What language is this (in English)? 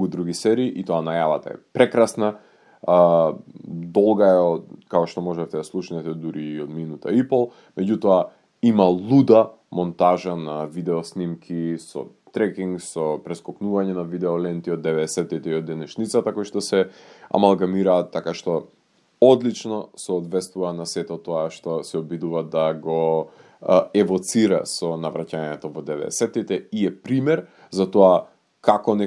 Macedonian